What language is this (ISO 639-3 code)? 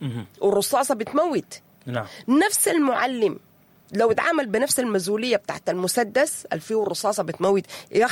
apd